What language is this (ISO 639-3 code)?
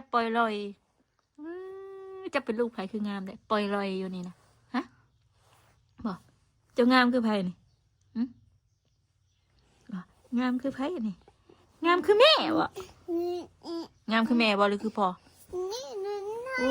tts